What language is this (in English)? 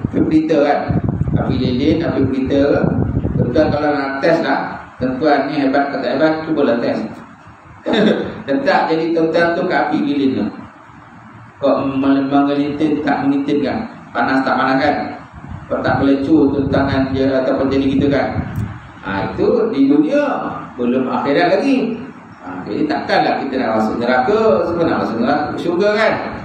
Malay